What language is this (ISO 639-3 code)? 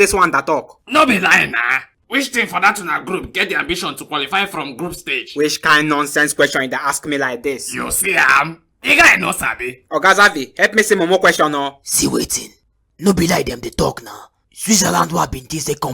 pcm